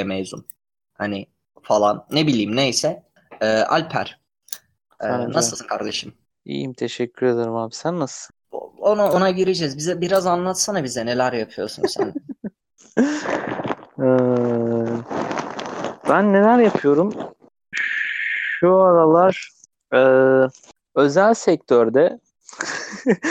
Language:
Turkish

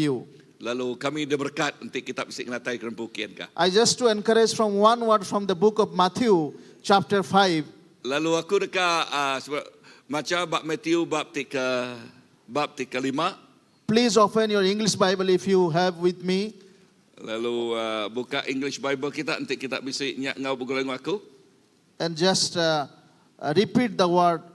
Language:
Iban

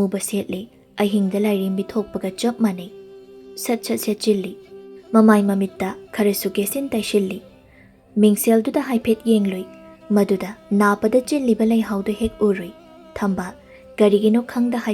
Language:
Manipuri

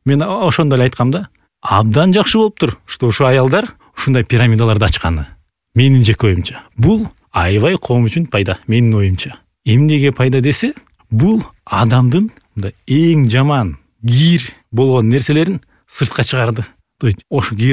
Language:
Kyrgyz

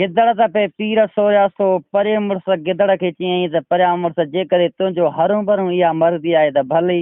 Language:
Sindhi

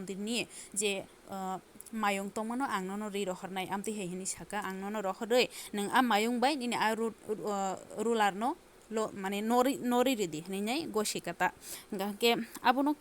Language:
Kok Borok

